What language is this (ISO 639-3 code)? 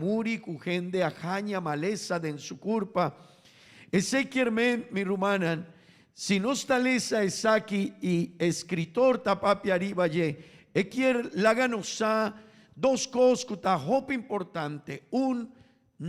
pap